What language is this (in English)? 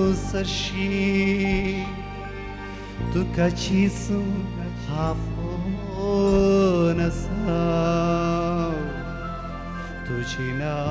Konkani